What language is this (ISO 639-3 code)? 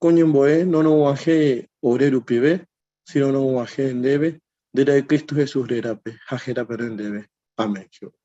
grn